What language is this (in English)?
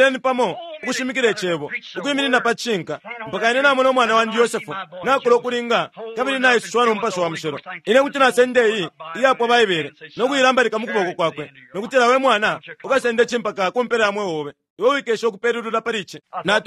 Bemba